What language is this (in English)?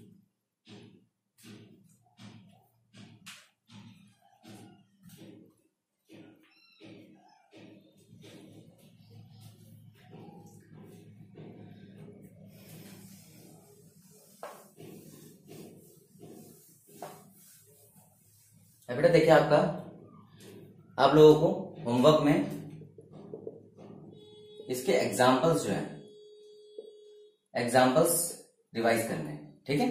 Hindi